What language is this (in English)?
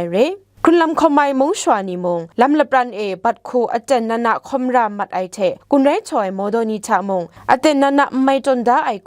Kachin